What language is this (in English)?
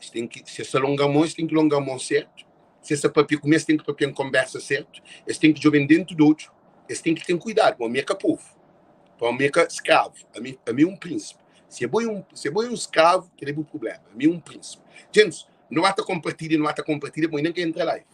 Kabuverdianu